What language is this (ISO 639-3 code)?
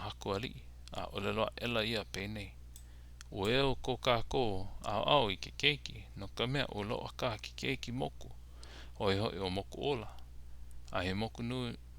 haw